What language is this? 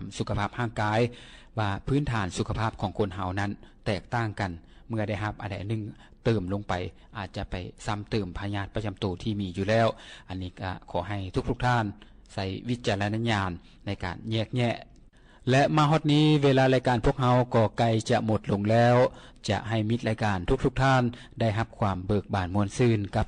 Lao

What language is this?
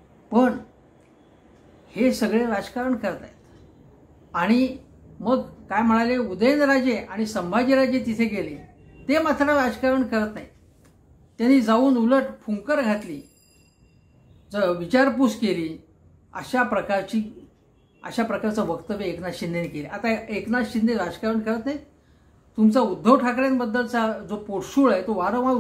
Marathi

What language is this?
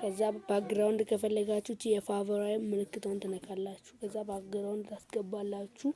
Amharic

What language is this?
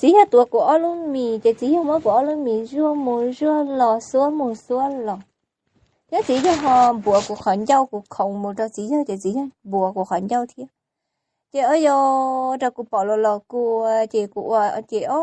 Hmong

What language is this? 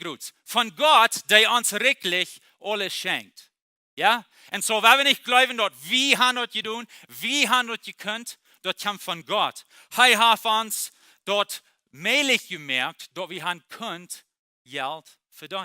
Plautdietsch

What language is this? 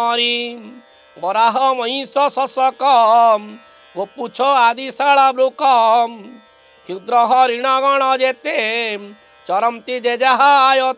Odia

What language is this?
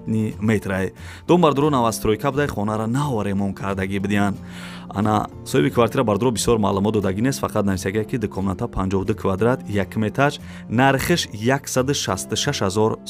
Tajik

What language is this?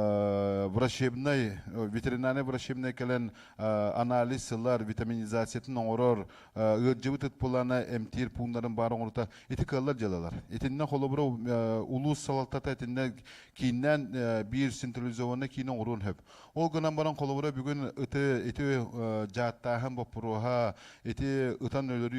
Yakut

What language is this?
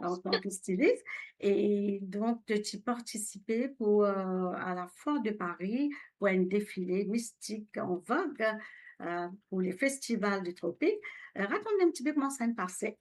Morisyen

